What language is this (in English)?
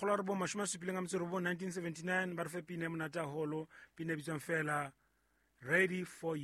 Southern Sotho